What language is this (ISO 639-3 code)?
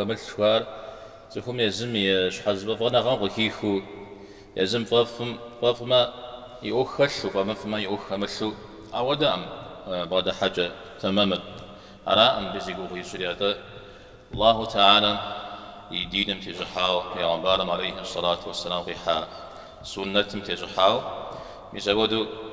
kbd